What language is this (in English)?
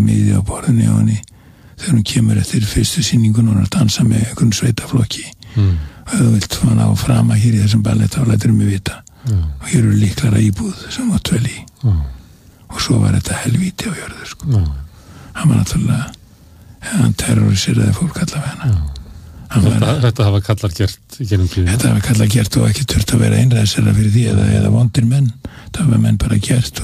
Icelandic